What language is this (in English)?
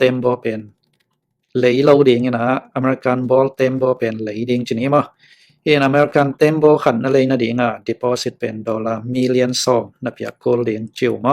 Tedim Chin